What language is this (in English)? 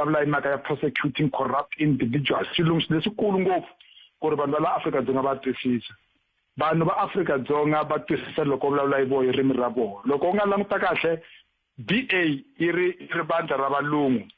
Tsonga